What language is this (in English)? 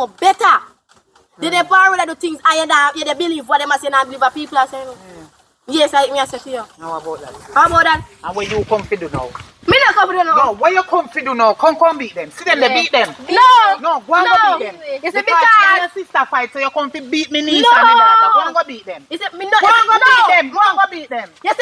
Jamaican Creole English